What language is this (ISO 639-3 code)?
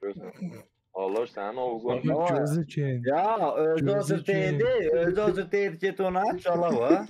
azb